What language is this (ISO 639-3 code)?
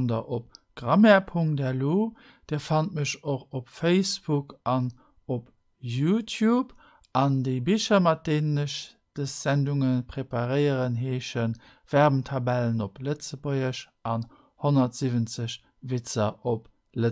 ltz